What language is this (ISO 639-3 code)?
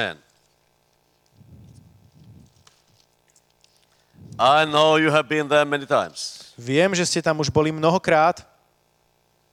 slk